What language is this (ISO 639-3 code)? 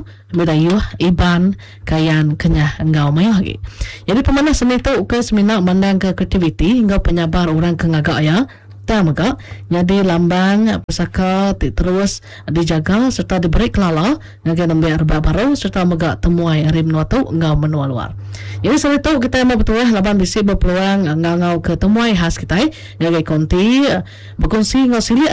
iba